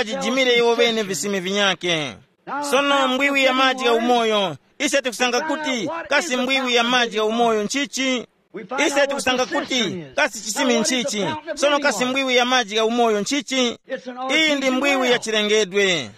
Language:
Tumbuka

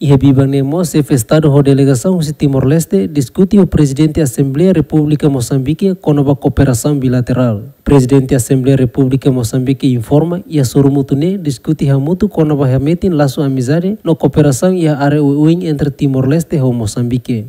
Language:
Tetum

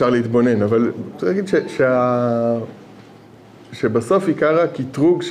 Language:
Hebrew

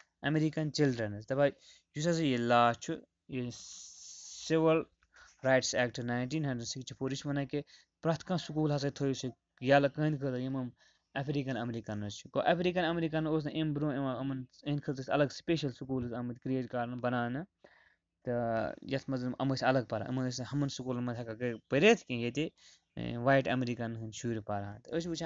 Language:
Kashmiri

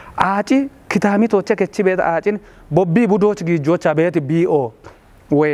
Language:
Kafa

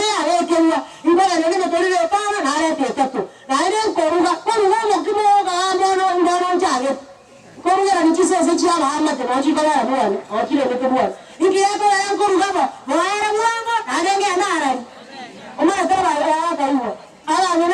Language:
Gusii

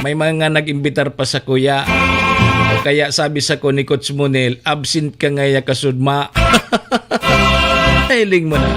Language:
Bikol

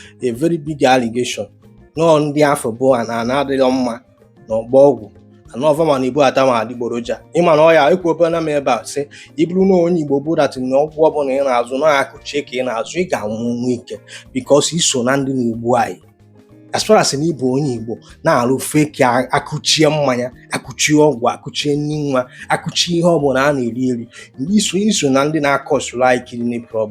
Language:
Igbo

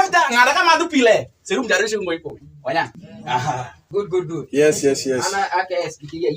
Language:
Alur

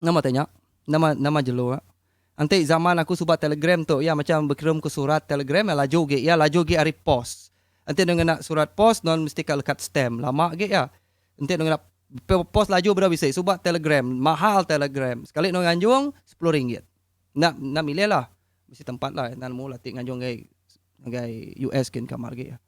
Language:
Iban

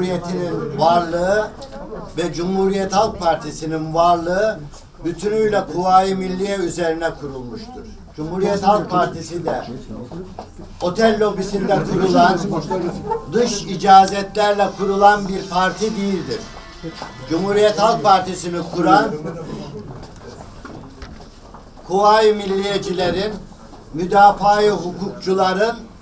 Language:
Turkish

